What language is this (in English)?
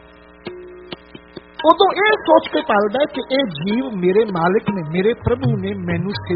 Punjabi